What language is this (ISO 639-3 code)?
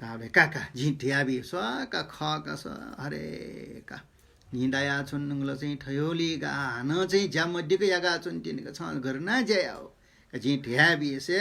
new